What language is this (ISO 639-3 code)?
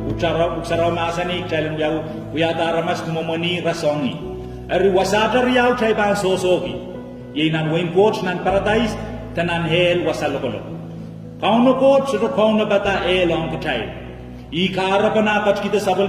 pon